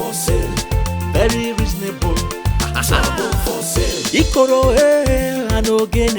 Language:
Nigerian Pidgin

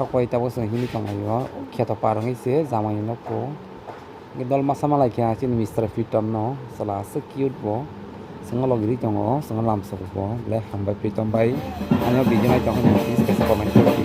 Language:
Kok Borok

